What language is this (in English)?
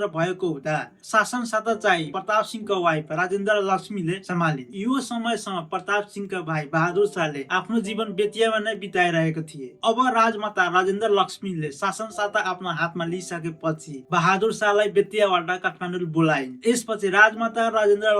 Nepali